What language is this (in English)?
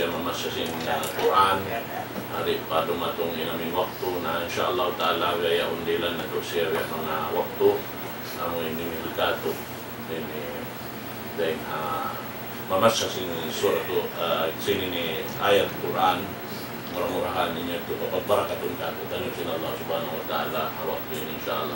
Tausug